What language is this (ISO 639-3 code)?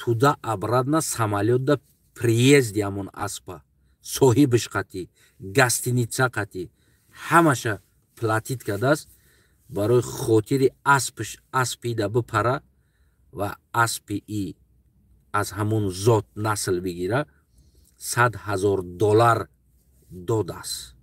tgk